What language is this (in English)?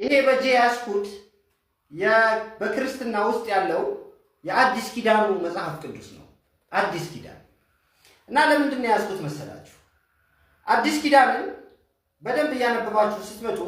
Amharic